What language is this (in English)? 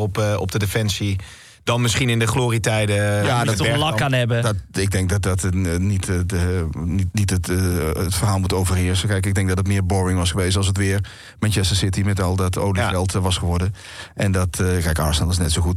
Dutch